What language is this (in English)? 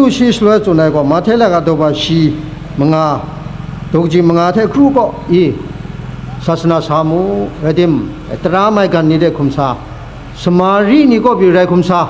Kachin